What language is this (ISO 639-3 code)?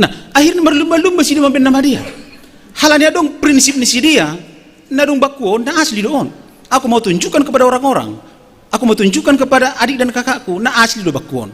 bts